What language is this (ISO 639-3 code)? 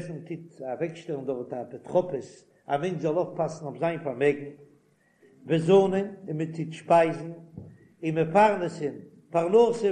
yid